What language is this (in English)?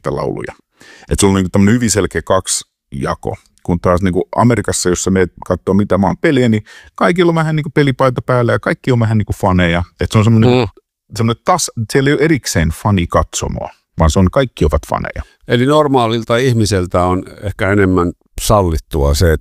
Finnish